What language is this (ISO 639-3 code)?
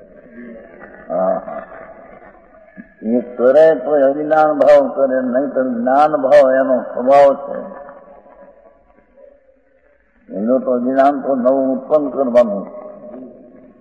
guj